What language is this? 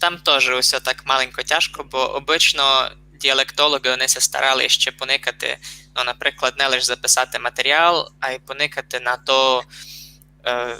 Rusyn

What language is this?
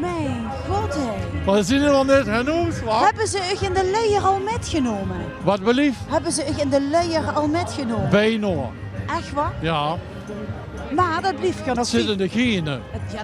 Limburgish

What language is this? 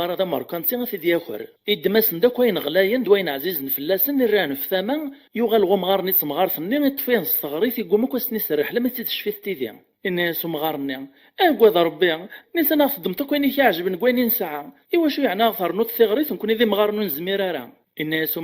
Kabyle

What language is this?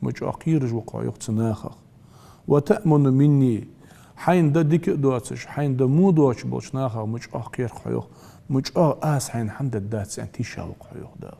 Ingush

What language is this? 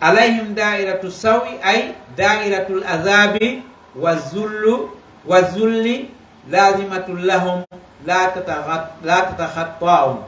Pular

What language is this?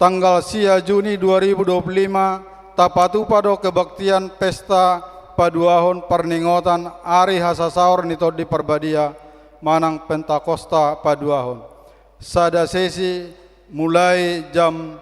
Batak Toba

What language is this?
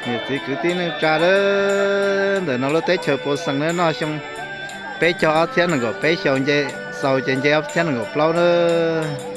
Hmong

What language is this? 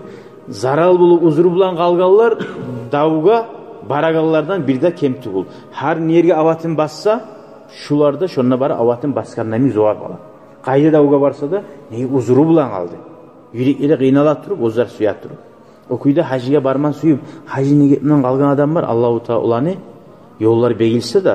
Kumyk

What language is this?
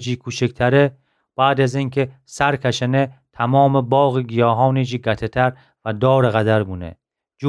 Gilaki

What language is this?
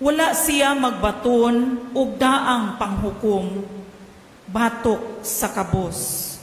Cebuano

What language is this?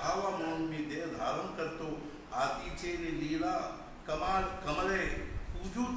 Marathi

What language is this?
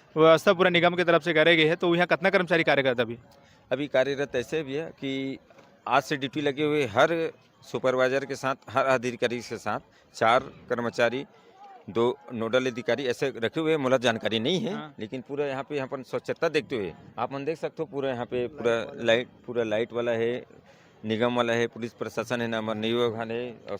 Chhattisgarhi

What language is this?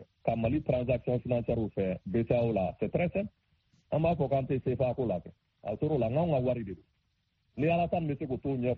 Bambara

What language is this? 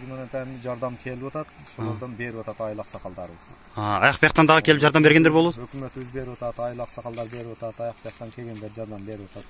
Kyrgyz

